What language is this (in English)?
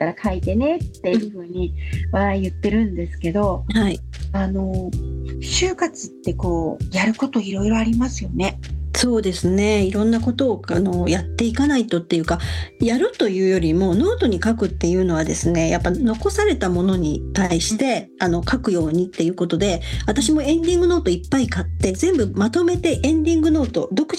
Japanese